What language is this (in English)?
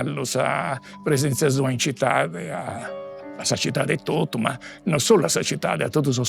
Sardinian